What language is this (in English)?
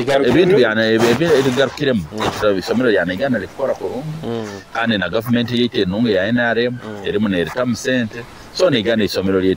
Nyoro